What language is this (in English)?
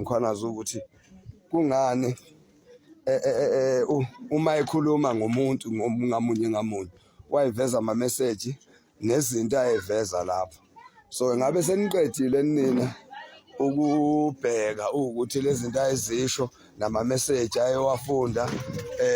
Zulu